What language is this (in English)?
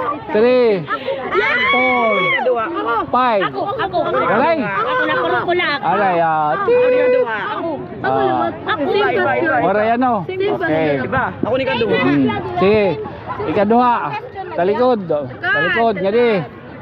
Waray